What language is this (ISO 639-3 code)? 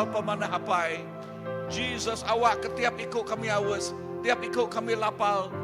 iba